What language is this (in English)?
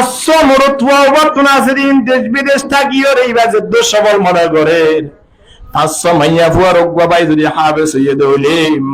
Rohingya